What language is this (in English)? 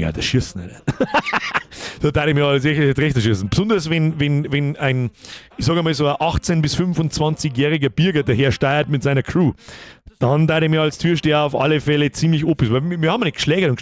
Bavarian